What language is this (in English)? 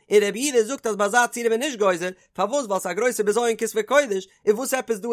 Yiddish